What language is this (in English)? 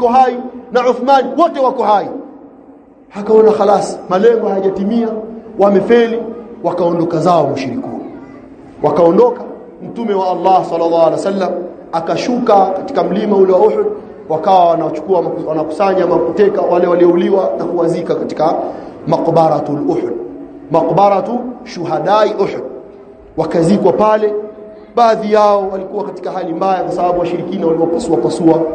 Swahili